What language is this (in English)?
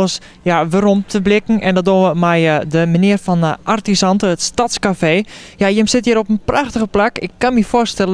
Western Frisian